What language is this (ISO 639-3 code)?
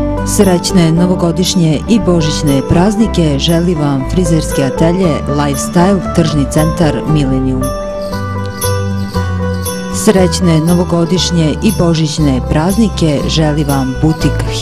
srp